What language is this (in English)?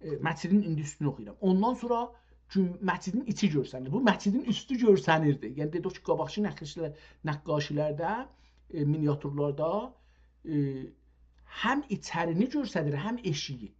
South Azerbaijani